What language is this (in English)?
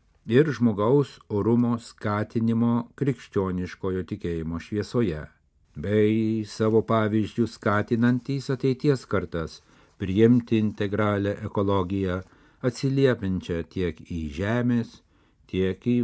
Lithuanian